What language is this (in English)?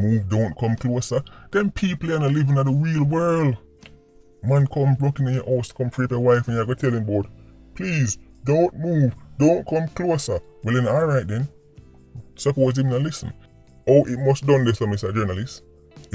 Jamaican Creole English